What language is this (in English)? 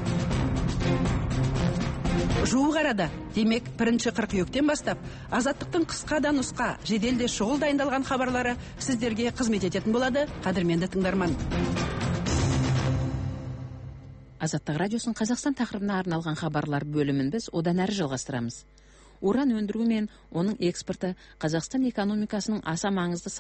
Kazakh